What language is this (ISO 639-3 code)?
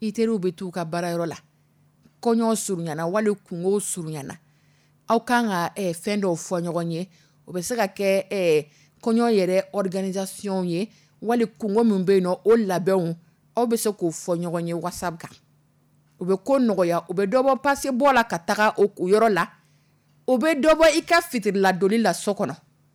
dyu